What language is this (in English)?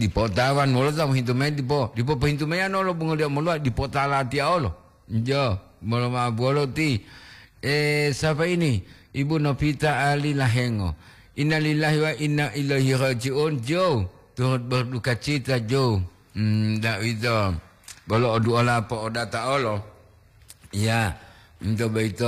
Gorontalo